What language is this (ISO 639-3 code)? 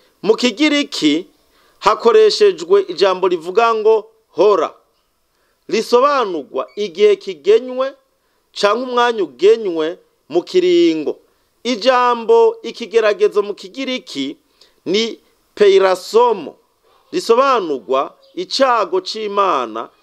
run